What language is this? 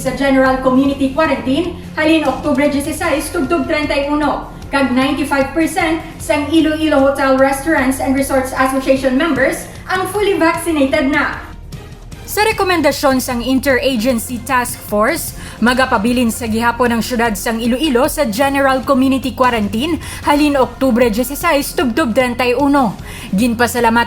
Hiligaynon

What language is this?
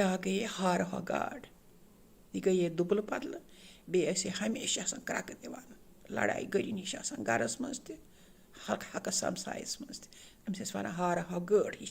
Kashmiri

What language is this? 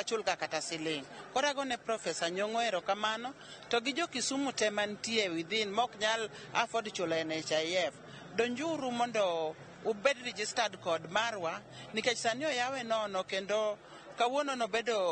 Luo (Kenya and Tanzania)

